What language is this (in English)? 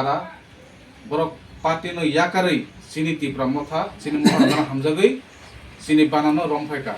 Kok Borok